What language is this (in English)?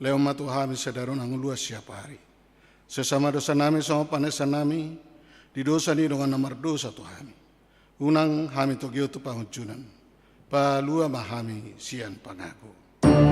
Batak Toba